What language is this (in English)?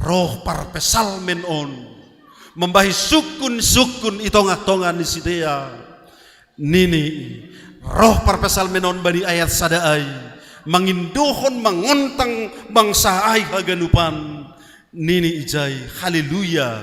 Batak Simalungun